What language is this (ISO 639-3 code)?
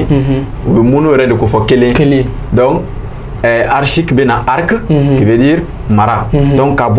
bam